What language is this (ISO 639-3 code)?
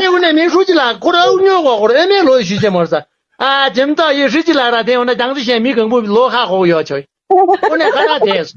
bod